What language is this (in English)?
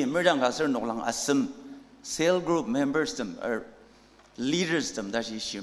Ao Naga